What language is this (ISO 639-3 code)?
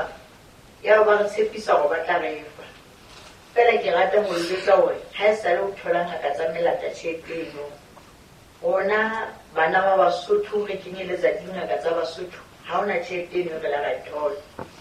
sot